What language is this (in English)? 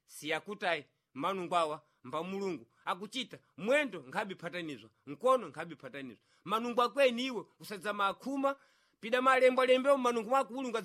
Sena